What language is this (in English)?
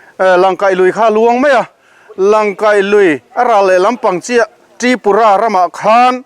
Mizo